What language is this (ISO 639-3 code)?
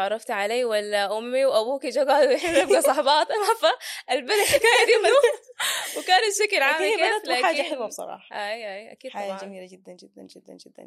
apd